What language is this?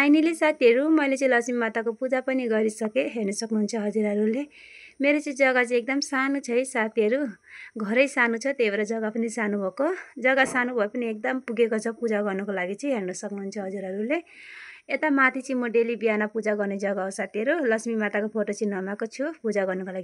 Nepali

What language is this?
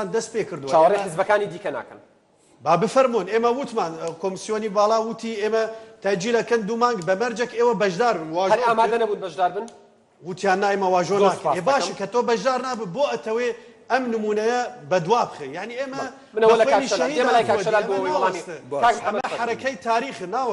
Central Kurdish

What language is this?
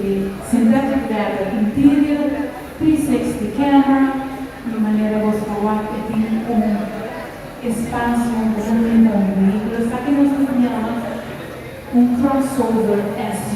Papiamento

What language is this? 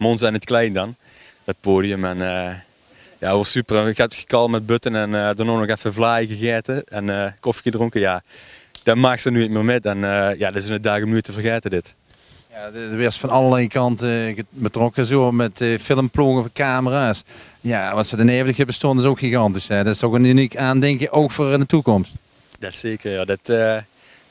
Limburgish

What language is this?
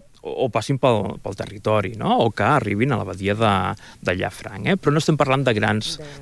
Catalan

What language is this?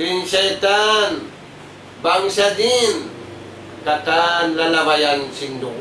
Tausug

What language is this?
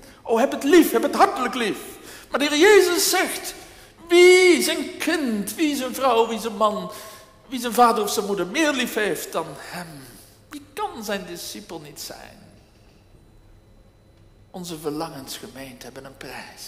Dutch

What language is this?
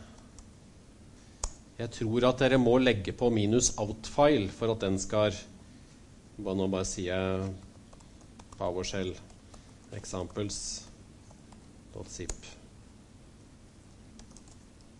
Norwegian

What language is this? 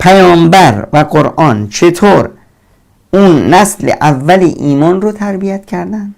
Persian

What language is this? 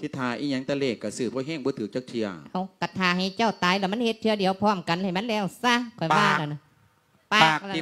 Lao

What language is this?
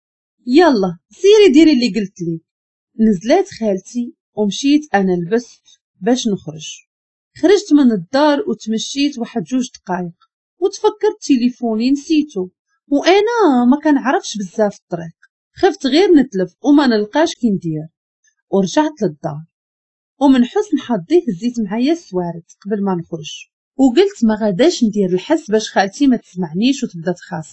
Moroccan Arabic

